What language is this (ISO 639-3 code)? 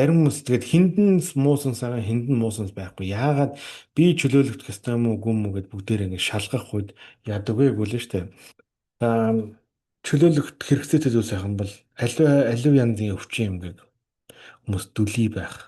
mon